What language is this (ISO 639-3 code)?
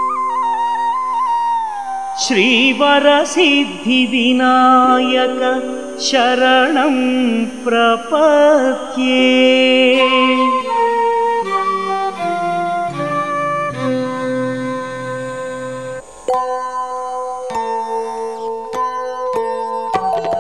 tel